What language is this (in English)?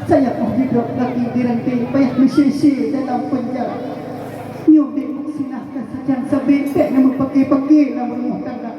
Achinese